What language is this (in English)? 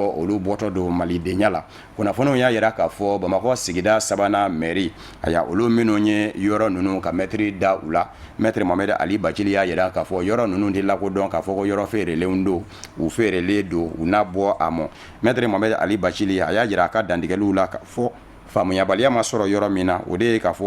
Bambara